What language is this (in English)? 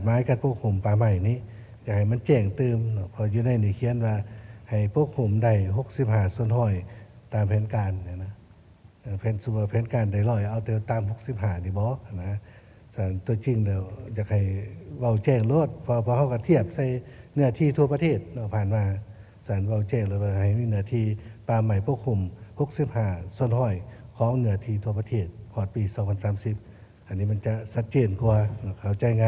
Lao